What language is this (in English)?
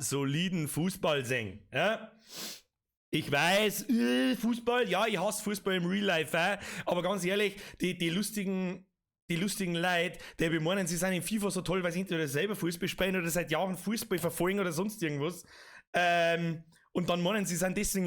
Bavarian